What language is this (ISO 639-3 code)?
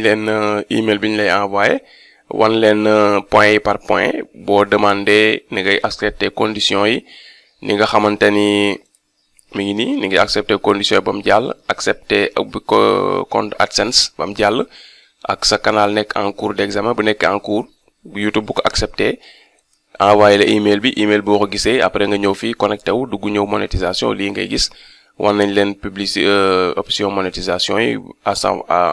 wol